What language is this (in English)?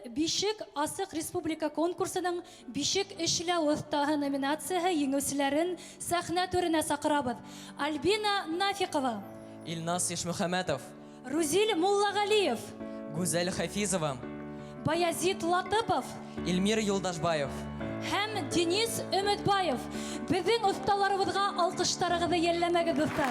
Bashkir